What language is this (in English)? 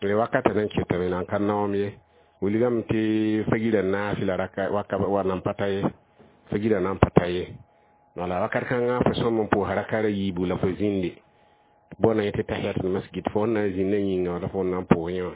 Mossi